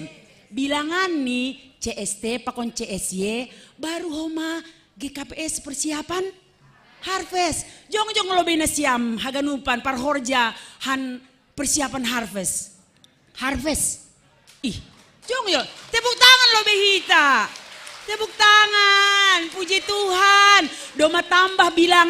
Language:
Batak Simalungun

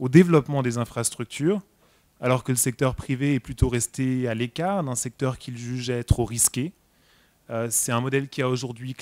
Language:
French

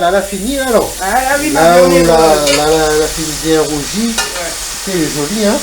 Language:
Réunion Creole French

